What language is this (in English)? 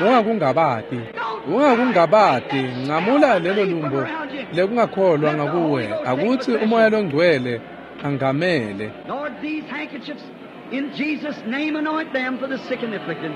Swati